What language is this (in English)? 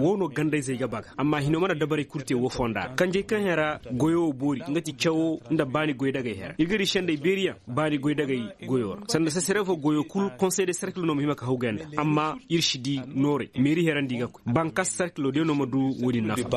Koyraboro Senni